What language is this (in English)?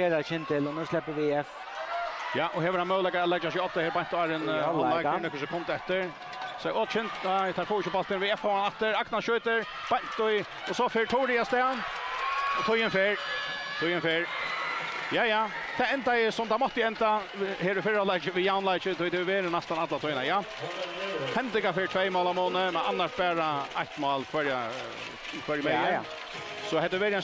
Faroese